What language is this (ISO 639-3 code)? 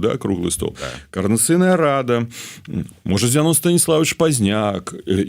bel